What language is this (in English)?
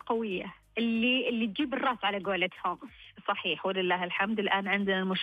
Najdi Arabic